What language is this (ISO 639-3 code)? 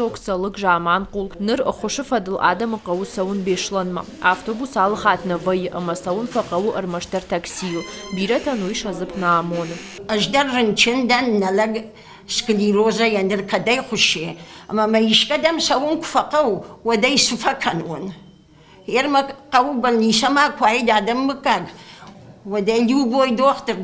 oss